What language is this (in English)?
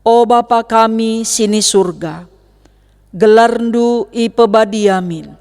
Batak Karo